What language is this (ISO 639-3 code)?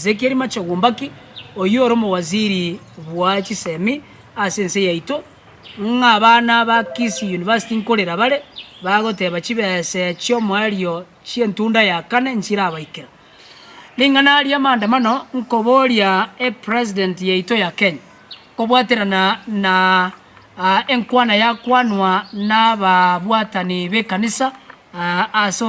guz